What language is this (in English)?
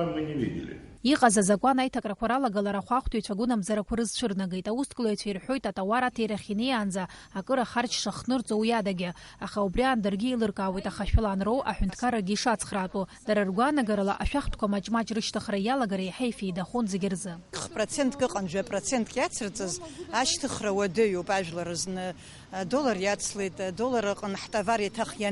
Abkhazian